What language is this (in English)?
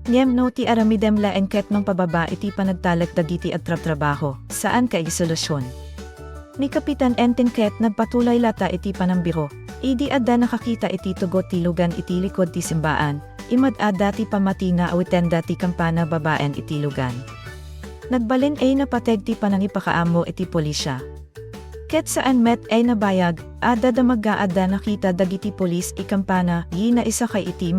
Iloko